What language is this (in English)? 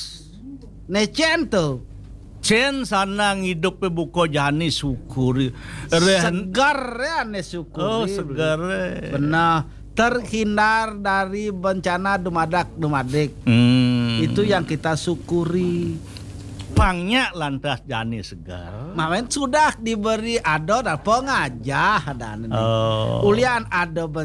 Balinese